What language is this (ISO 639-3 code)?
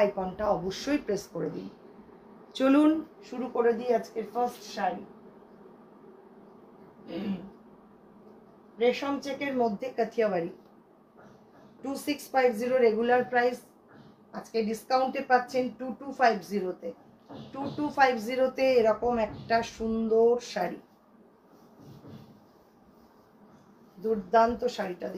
ben